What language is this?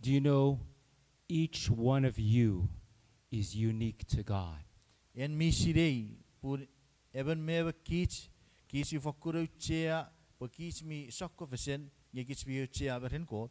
Chuukese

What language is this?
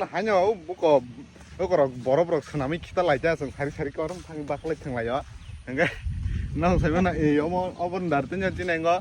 Kok Borok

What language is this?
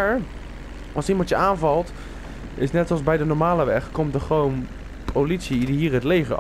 Dutch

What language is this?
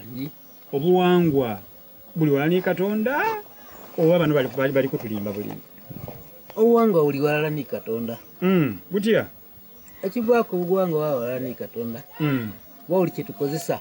Soga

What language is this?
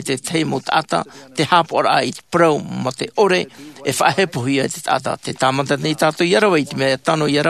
Tahitian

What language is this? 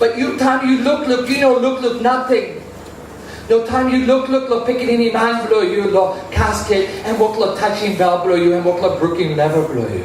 Tok Pisin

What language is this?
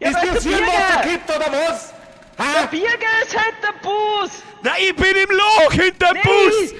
Bavarian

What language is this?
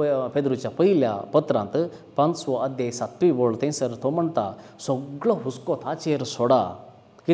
Konkani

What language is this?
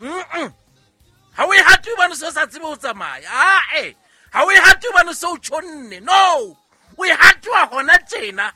Southern Sotho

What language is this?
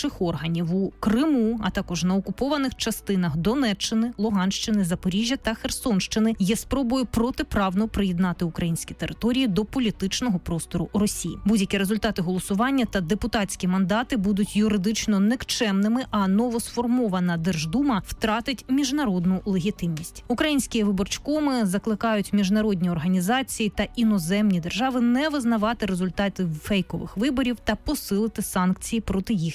Ukrainian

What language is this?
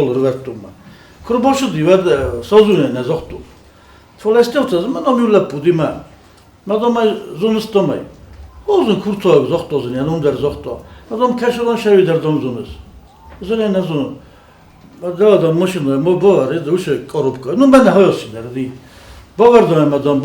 Ossetic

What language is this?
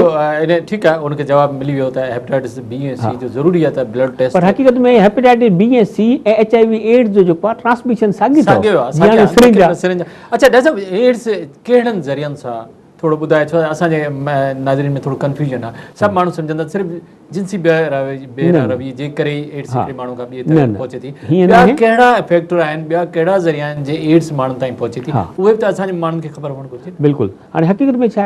Sindhi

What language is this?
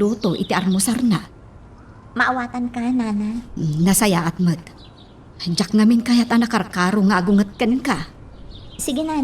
Iloko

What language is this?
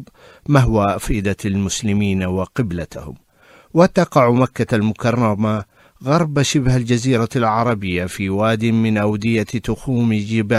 Arabic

